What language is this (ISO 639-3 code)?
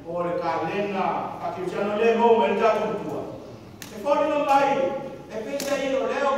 smo